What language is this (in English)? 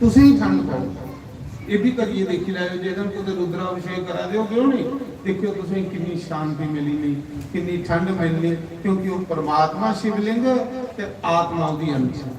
Dogri